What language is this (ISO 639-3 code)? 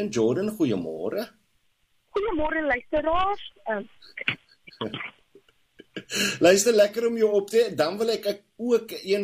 afr